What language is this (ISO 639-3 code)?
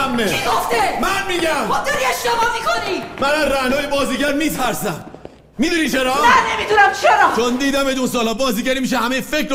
fas